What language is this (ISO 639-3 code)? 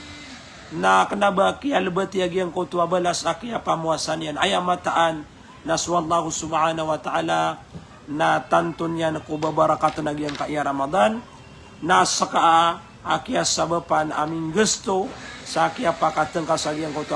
mrw